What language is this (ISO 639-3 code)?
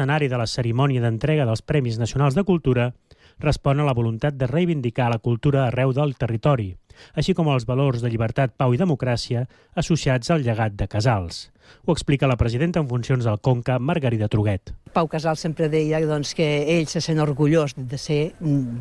cat